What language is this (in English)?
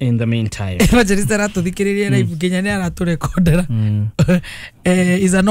Kikuyu